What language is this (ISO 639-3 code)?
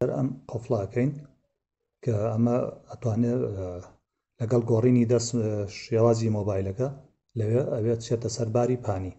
ckb